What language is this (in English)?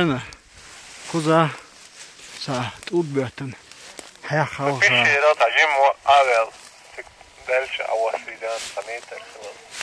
Chechen